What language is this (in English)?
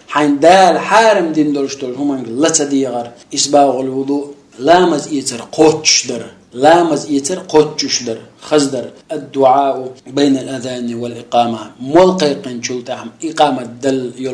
Chechen